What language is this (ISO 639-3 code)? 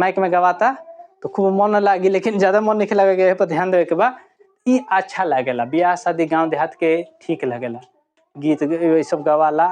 bho